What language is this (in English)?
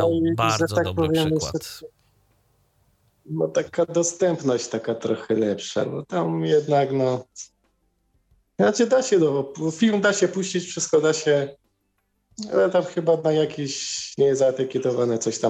Polish